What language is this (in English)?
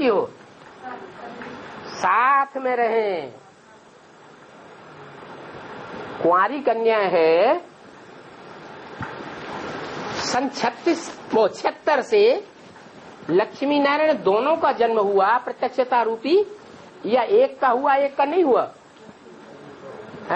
Hindi